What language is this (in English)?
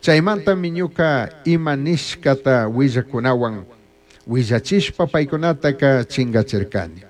Chimborazo Highland Quichua